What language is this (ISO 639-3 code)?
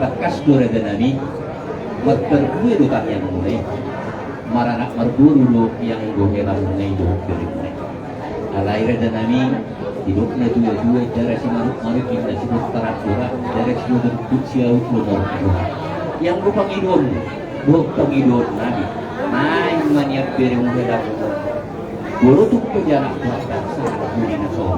bbc